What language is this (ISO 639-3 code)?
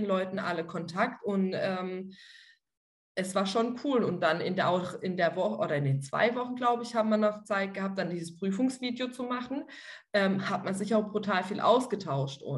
deu